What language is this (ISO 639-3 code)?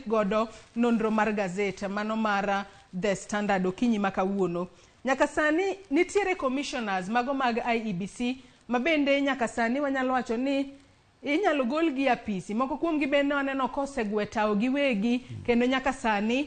luo